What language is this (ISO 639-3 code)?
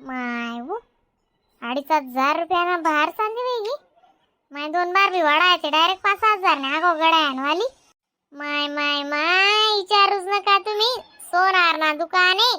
khn